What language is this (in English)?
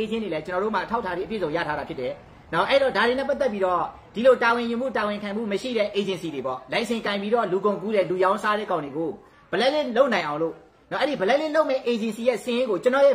Burmese